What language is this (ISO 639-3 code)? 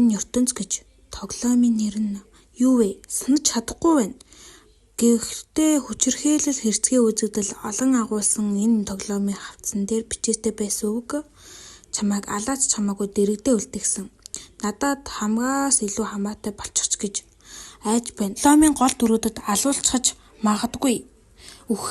mon